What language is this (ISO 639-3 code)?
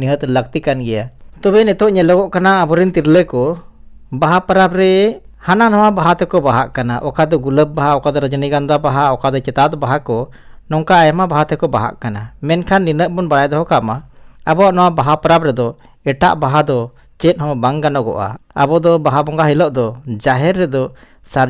sat